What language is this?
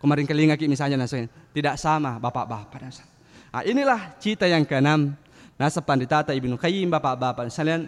Buginese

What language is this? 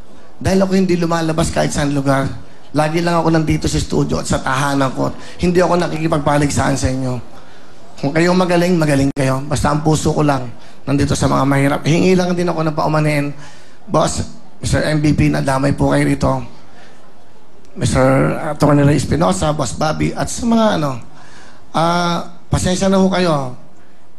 Filipino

